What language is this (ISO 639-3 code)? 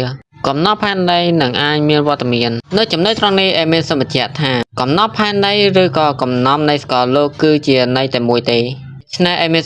khm